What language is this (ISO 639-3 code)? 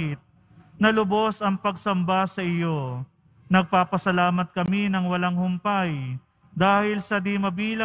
fil